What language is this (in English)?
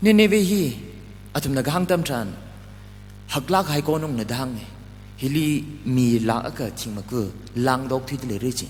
Tangkhul Naga (India)